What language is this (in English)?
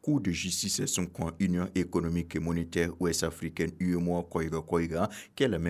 Mossi